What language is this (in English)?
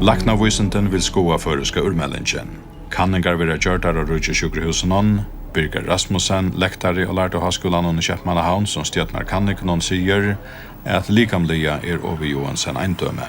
Faroese